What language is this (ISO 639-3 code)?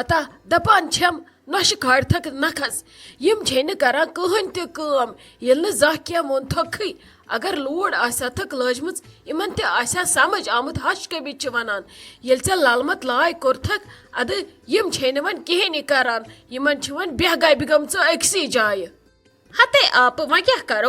kas